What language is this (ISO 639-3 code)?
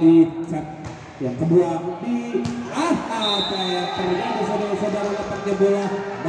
ind